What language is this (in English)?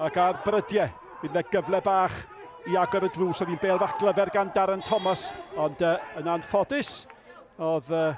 Welsh